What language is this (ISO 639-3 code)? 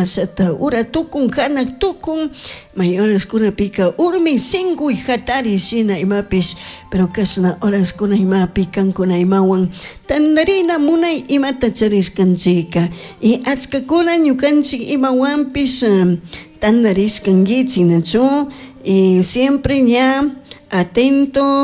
qug